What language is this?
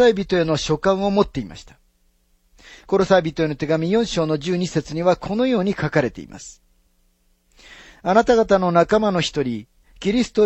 Japanese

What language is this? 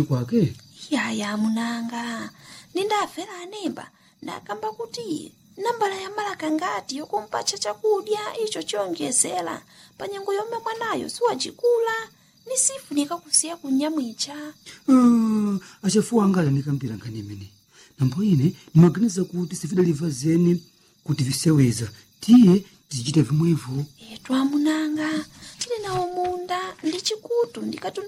Nyanja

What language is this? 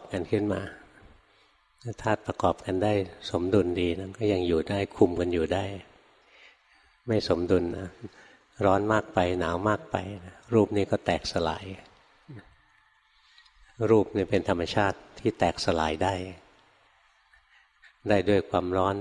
Thai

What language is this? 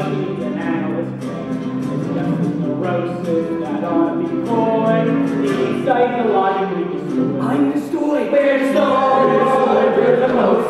English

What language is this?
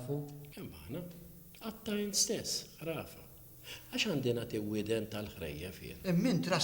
Maltese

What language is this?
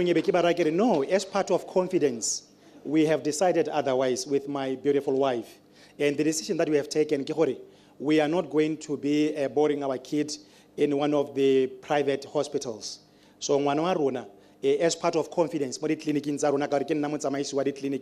Tswana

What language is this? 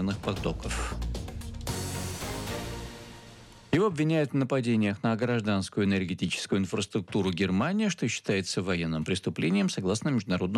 Russian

